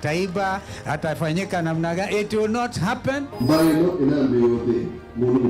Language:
Kamba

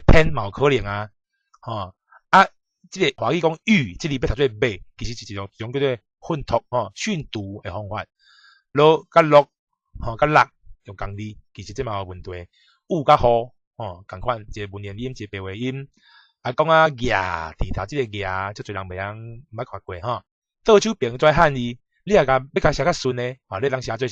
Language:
Min Nan Chinese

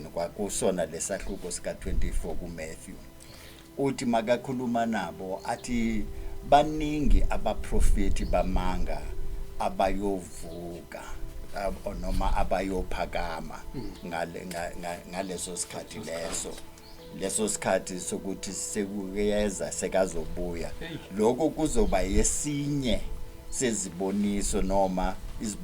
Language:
Zulu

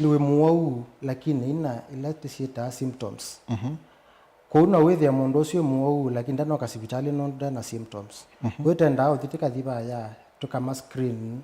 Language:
Kamba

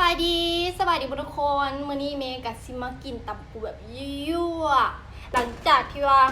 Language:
Lao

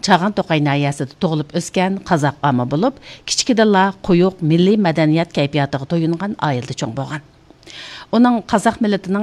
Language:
Uyghur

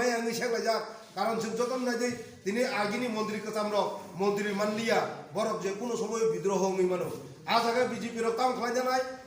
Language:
Kok Borok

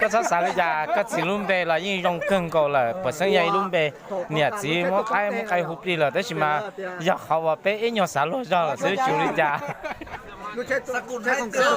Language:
Hmong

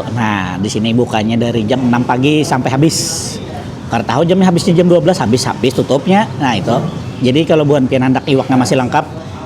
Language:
Banjar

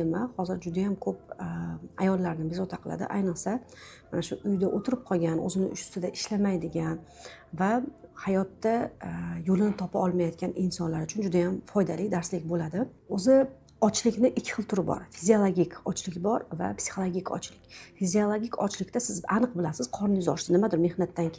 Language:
Uzbek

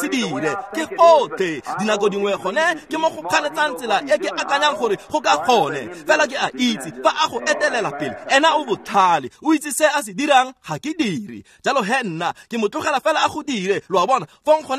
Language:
Tswana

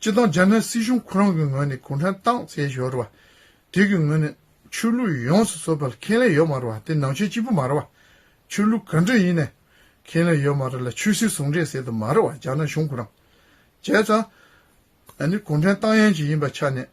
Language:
Tibetan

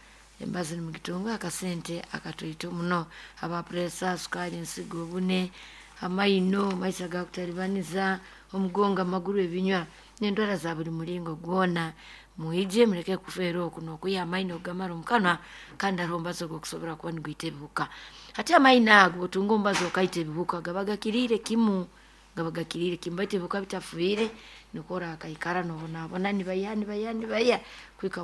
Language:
Nyoro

